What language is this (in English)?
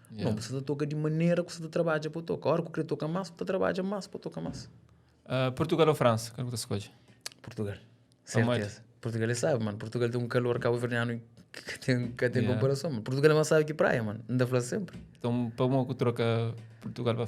Kabuverdianu